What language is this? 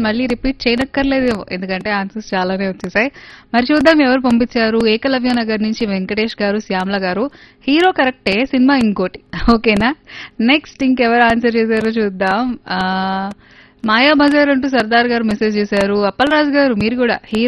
Telugu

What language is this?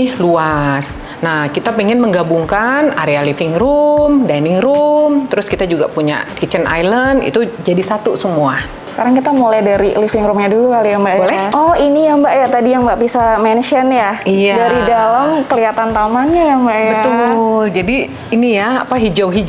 Indonesian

